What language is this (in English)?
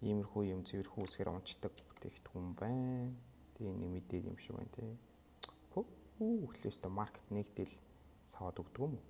Mongolian